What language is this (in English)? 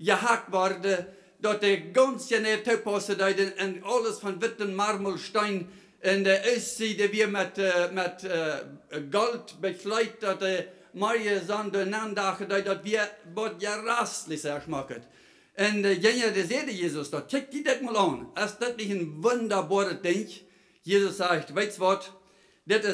Plautdietsch